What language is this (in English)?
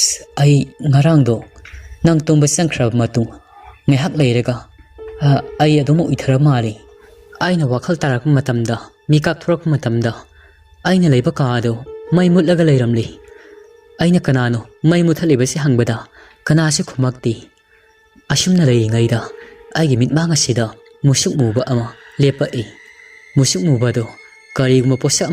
Manipuri